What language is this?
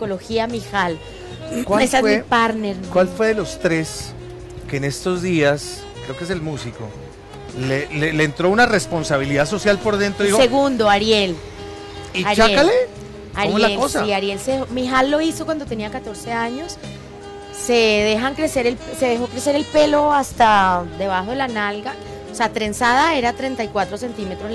Spanish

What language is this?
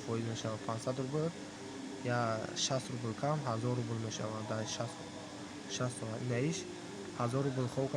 Tajik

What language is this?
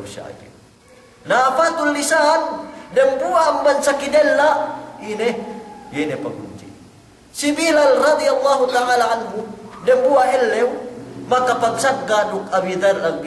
Yakan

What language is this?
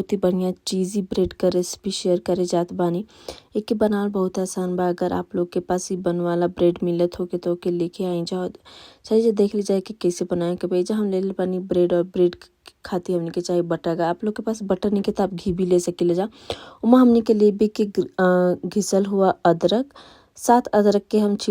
Bhojpuri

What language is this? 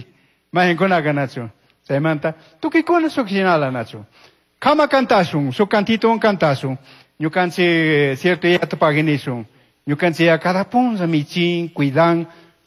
Chimborazo Highland Quichua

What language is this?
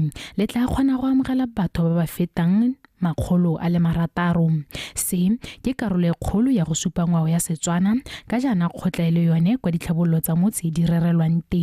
Tswana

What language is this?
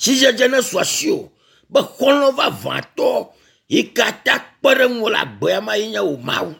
Ewe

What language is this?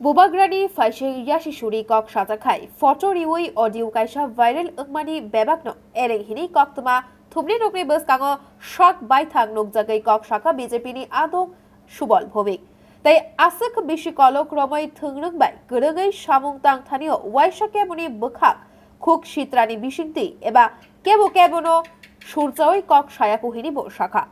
Kok Borok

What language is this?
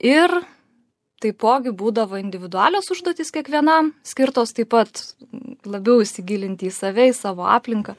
Lithuanian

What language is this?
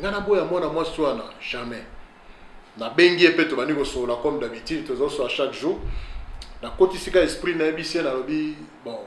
Lingala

